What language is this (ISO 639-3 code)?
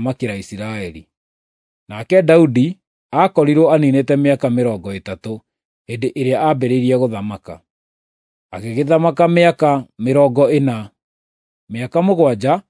kik